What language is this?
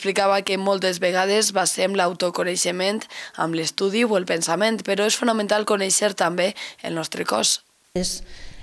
Catalan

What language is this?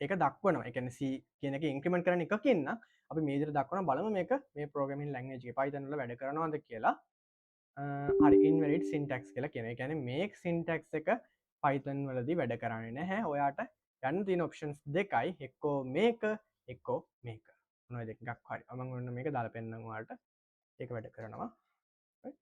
Sinhala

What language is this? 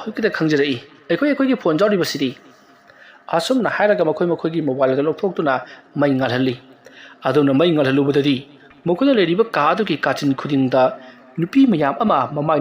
Manipuri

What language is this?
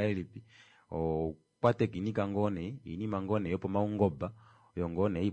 Kuanyama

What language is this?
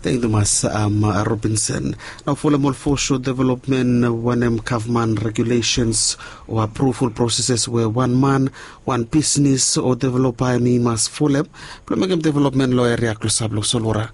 Bislama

